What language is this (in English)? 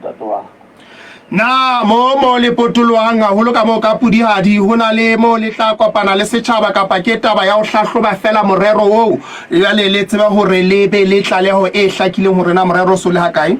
Southern Sotho